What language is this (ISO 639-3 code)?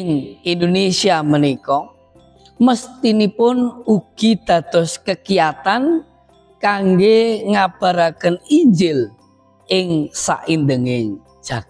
jav